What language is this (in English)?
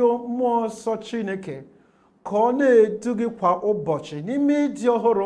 Igbo